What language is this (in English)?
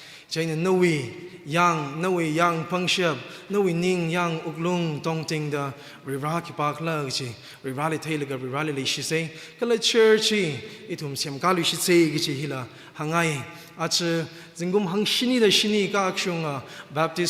Tangkhul Naga (India)